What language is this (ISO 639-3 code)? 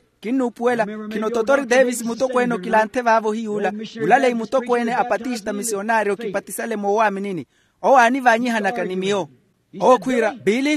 vmw